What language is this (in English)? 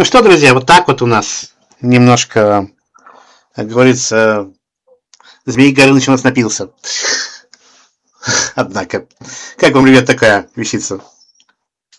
Russian